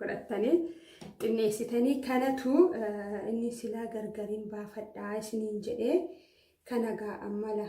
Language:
Oromo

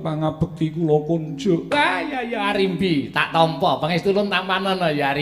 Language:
Javanese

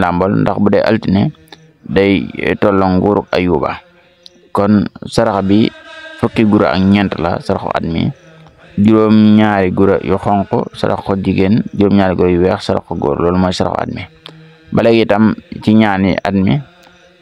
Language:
Wolof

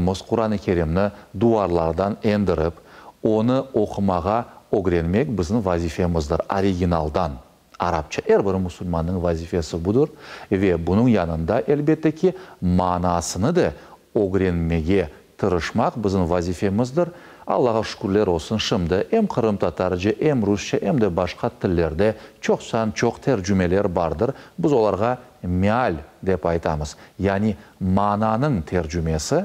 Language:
Crimean Tatar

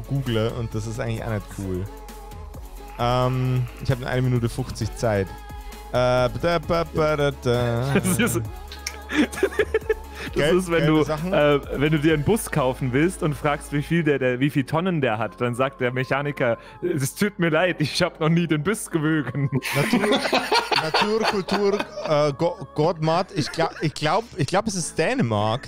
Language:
German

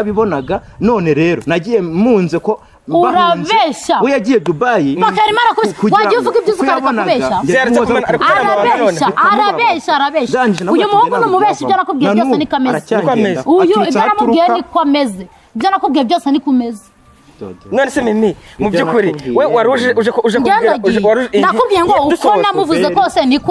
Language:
Kinyarwanda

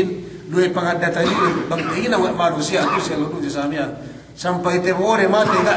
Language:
Yakan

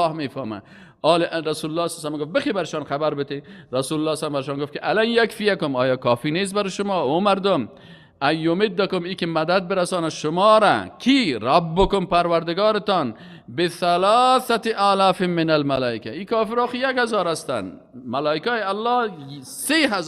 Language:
Persian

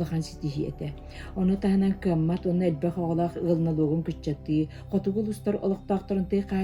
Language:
Yakut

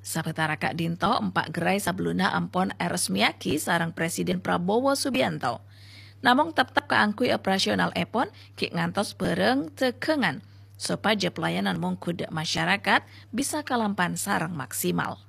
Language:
Madurese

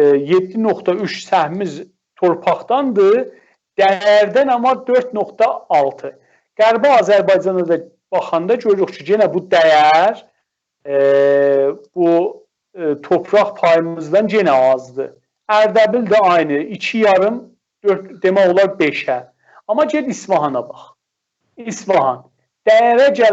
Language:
South Azerbaijani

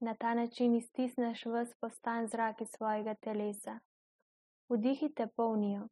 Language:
Slovenian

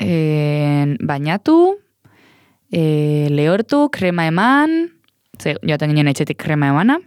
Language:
Basque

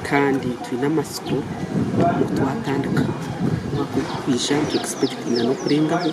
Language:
Nyankole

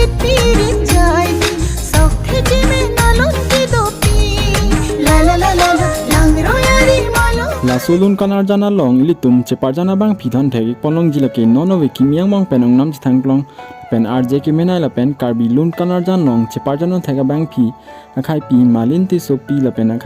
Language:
Karbi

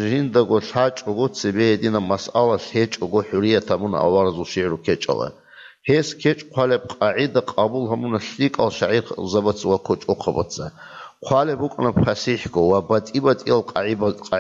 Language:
Avaric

